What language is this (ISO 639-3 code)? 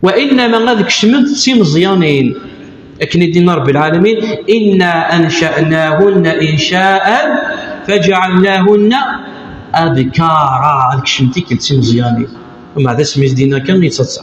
kab